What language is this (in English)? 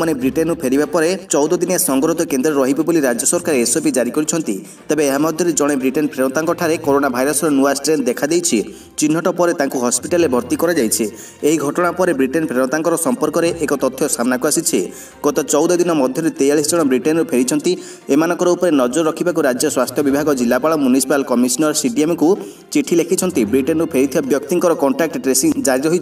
Odia